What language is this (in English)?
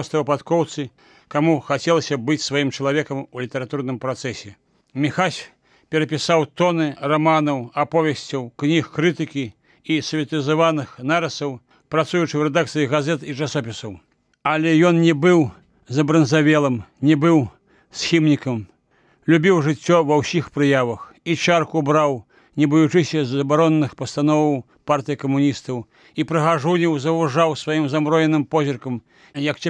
Belarusian